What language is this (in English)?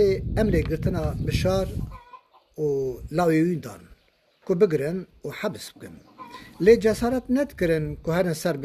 Kurdish